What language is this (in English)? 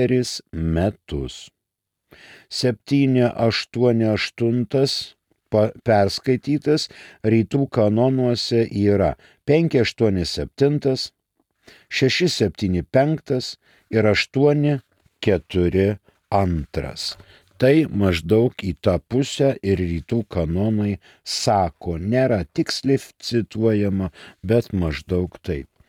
Lithuanian